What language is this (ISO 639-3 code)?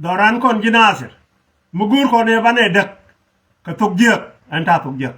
nus